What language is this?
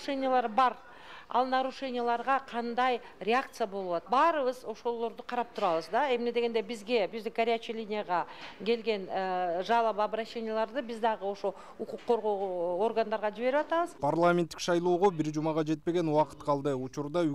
Kyrgyz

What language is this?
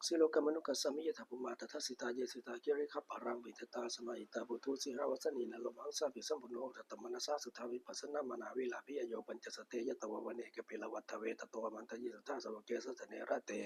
Pali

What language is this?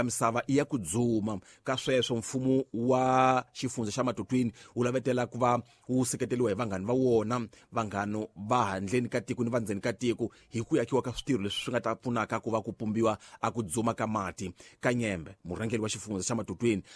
Tsonga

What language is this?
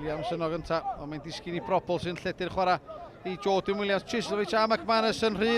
Welsh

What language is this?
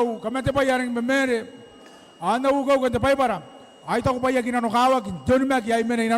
Gilbertese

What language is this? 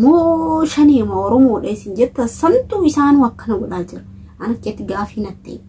Oromo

